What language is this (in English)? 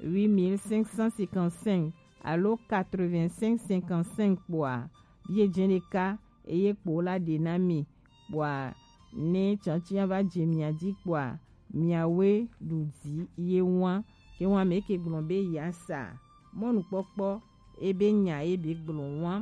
Gen